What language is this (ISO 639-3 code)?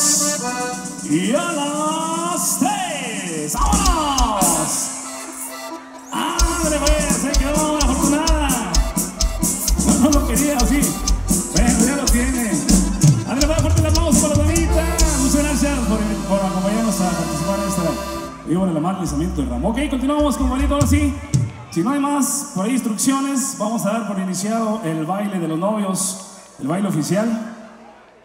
spa